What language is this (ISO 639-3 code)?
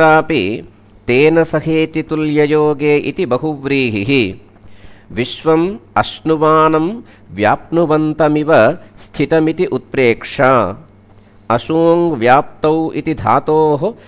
san